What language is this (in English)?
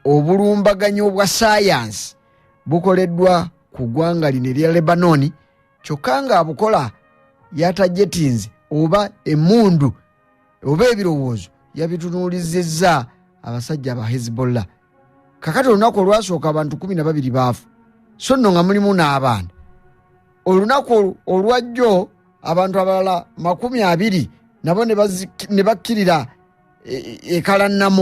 Ganda